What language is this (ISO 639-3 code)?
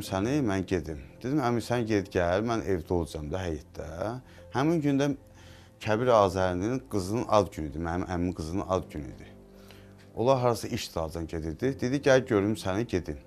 aze